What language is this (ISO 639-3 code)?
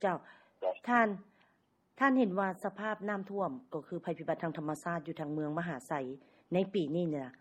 lao